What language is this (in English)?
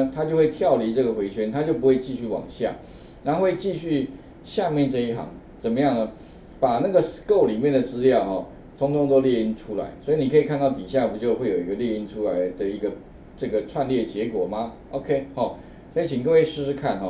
Chinese